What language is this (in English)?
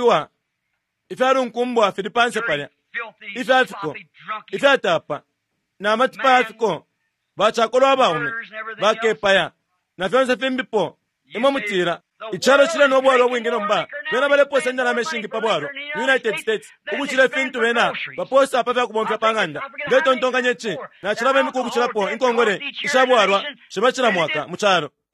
Bemba